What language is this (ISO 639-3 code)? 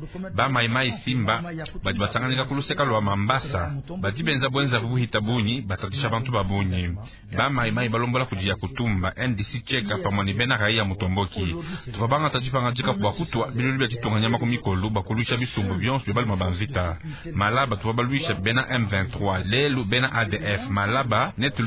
lua